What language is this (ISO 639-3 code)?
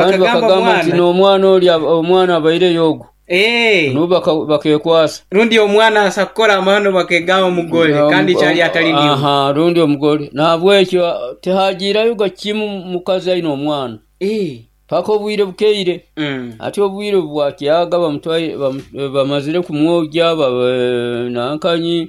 nyo